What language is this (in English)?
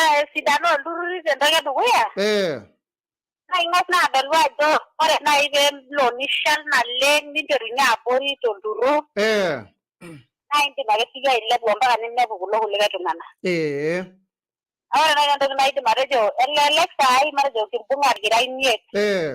Masai